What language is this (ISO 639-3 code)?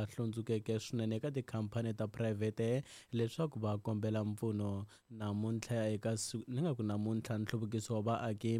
tso